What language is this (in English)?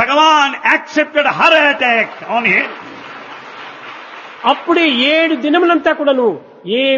Telugu